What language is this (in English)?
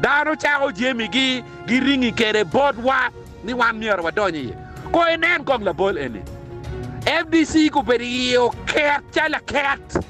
Acoli